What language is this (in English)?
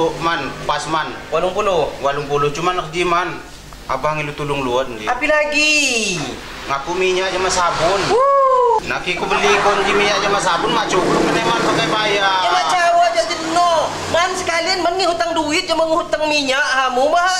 Lampung Api